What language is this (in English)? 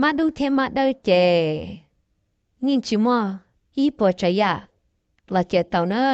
Hmong